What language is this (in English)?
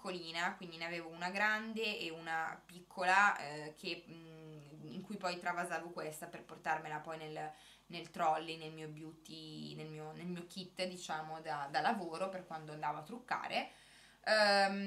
Italian